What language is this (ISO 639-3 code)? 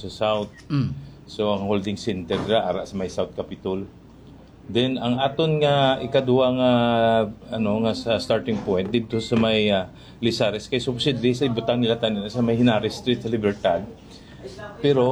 hil